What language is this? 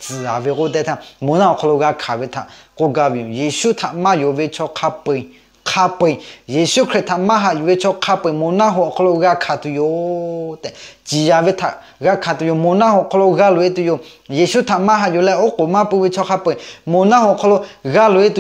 Lahu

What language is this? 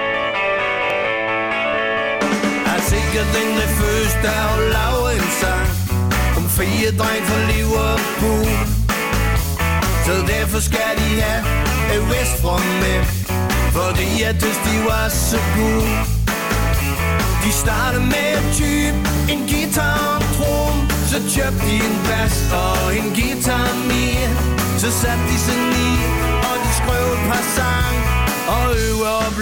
Danish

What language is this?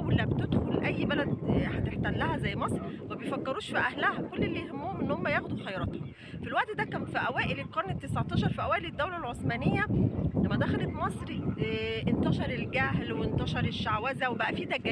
Egyptian Arabic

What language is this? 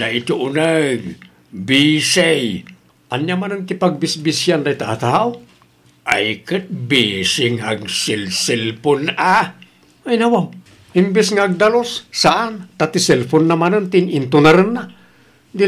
Iloko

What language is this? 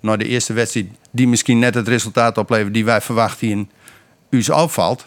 Western Frisian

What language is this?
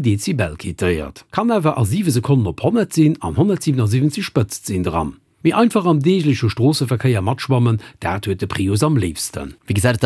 Luxembourgish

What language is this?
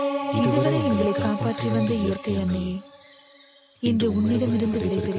Tamil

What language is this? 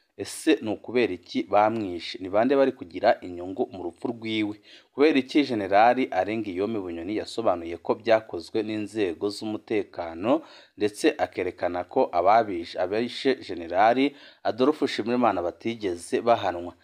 Rundi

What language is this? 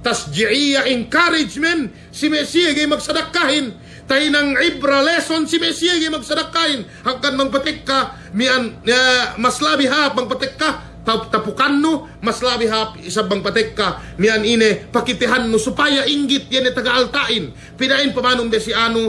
Yakan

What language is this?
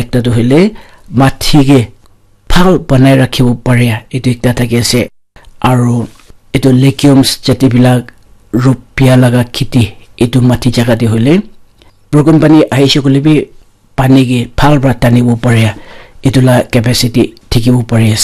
Naga Pidgin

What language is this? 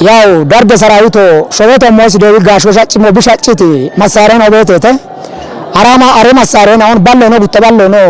Kafa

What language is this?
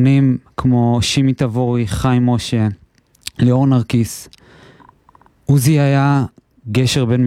Hebrew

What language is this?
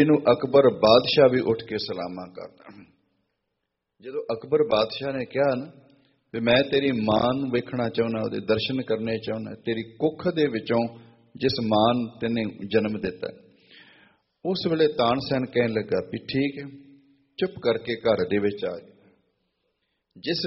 Punjabi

